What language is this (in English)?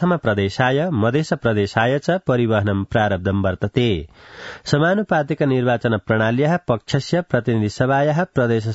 Sanskrit